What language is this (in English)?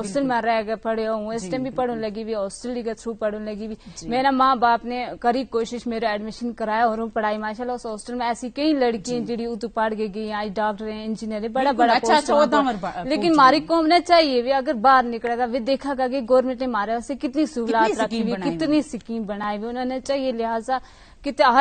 Gujari